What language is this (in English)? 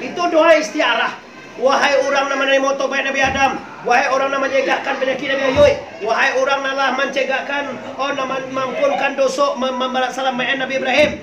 Minangkabau